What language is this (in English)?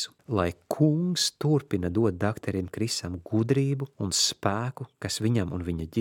Latvian